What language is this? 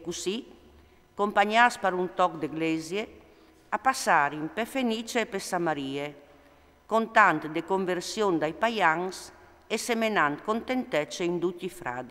Friulian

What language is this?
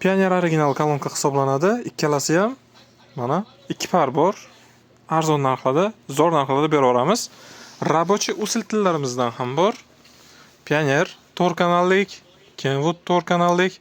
Uzbek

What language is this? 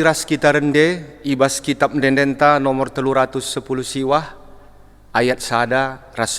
Batak Karo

